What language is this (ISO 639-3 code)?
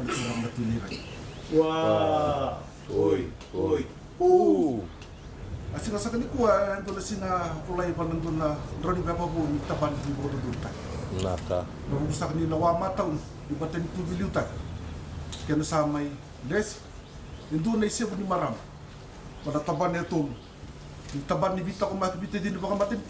fij